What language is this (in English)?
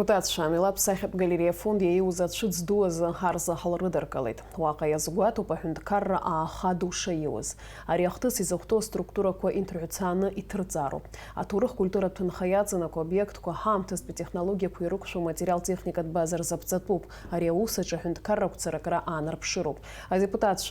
Abkhazian